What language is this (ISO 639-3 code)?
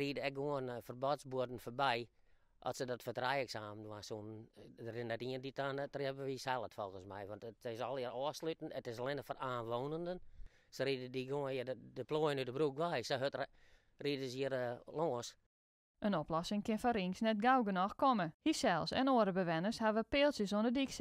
fry